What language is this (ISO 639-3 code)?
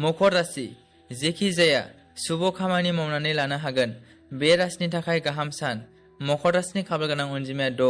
brx